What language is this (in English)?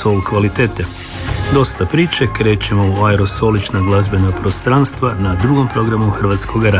Croatian